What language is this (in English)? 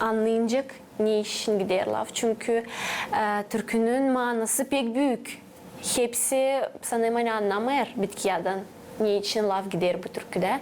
Gagauz